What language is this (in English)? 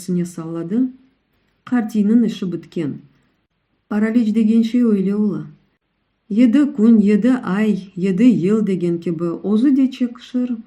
Crimean Tatar